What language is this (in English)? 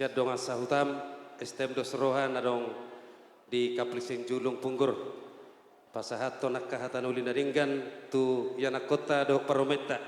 Batak Toba